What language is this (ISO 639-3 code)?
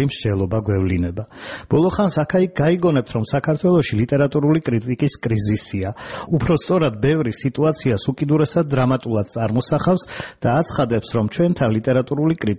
kat